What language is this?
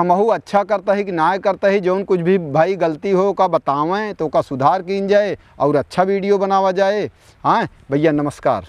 Awadhi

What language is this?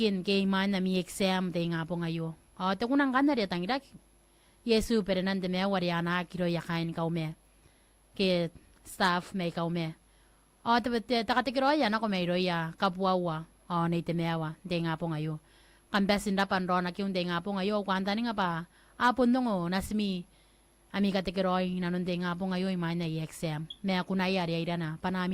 Gilbertese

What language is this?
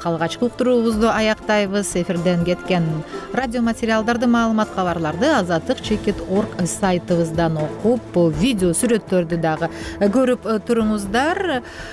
Kyrgyz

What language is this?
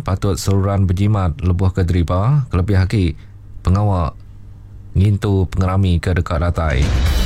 Iban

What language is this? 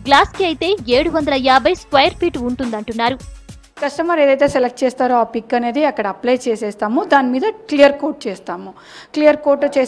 Telugu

